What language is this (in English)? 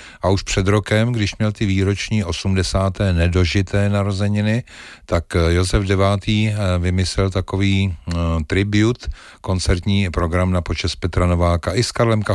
Czech